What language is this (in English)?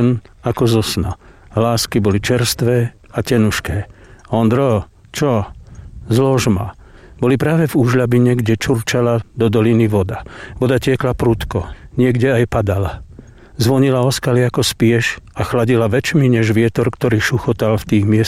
Slovak